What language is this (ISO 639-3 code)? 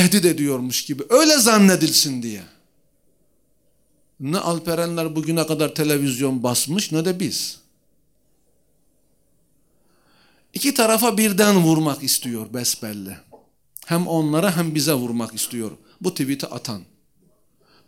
tur